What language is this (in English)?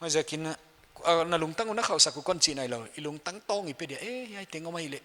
Paite Chin